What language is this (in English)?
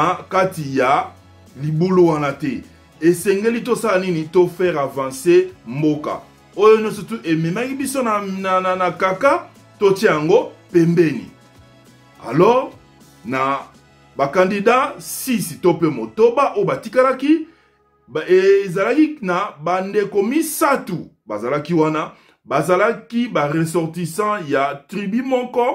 Lingala